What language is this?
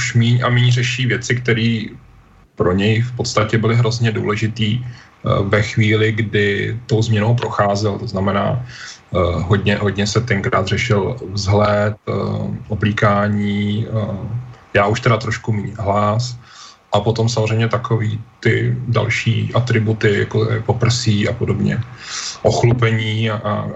Czech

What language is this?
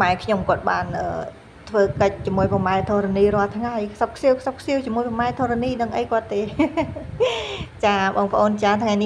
Khmer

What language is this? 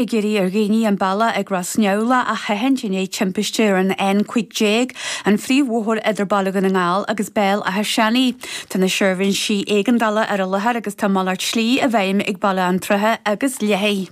Irish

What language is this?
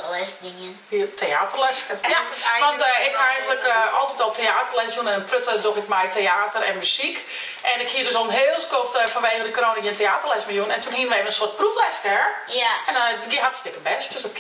Western Frisian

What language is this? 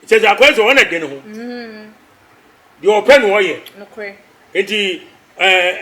Akan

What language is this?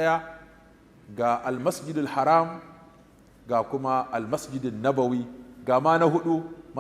Hausa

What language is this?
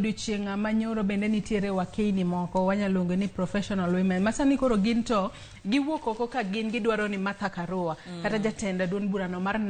Luo (Kenya and Tanzania)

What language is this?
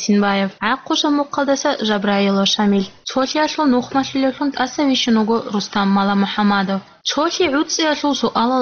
Avaric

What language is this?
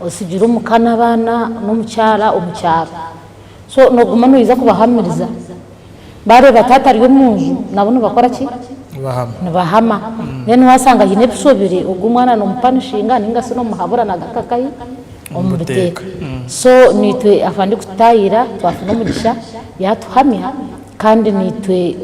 Nyankole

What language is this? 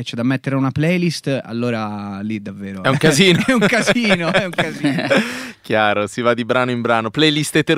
Italian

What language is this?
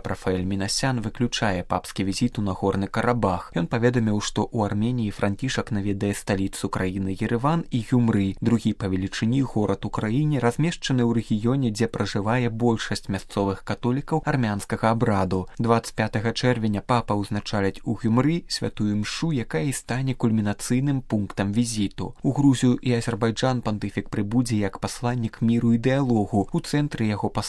Belarusian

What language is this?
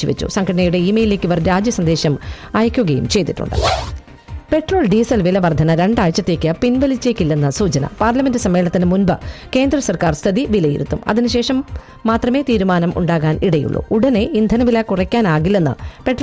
Malayalam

